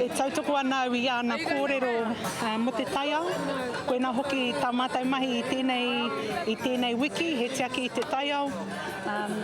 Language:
Māori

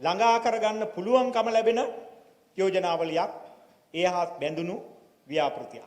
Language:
Sinhala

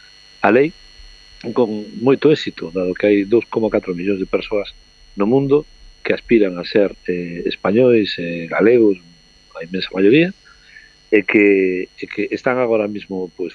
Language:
Galician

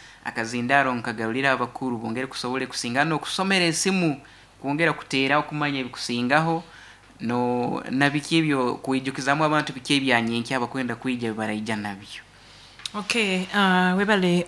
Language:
Nyankole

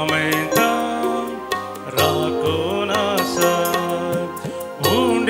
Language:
Konkani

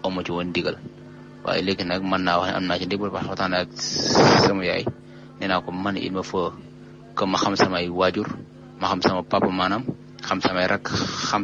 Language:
Wolof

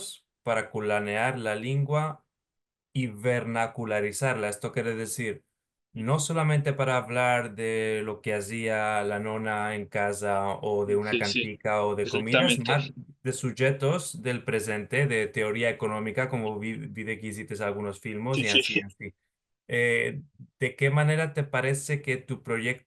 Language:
Ladino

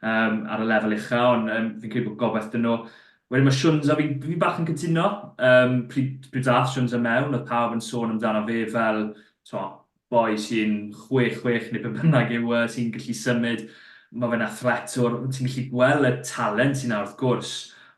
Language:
Welsh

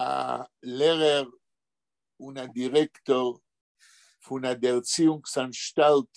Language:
Yiddish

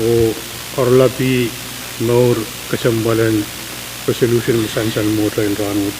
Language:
Pohnpeian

